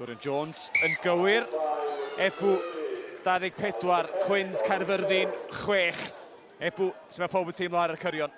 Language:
Welsh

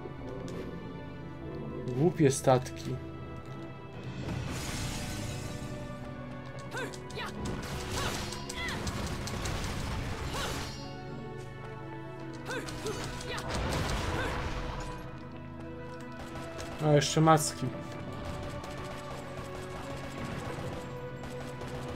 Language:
Polish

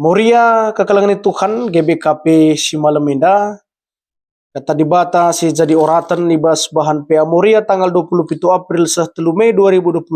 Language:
Batak Karo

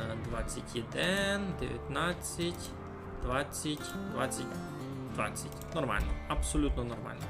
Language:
Rusyn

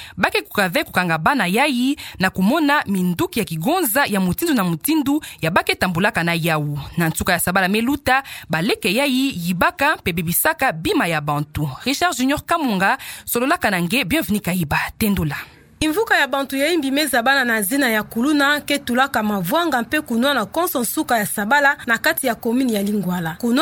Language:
Kituba (Democratic Republic of Congo)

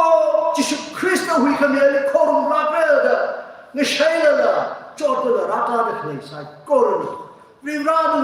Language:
Tangkhul Naga (India)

